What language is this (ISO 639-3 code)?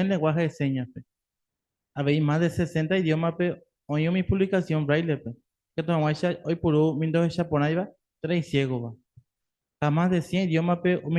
grn